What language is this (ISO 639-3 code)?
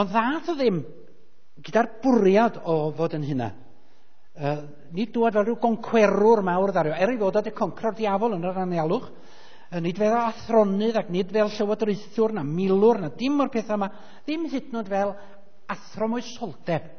cym